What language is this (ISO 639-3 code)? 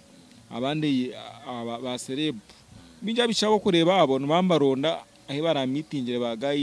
nyn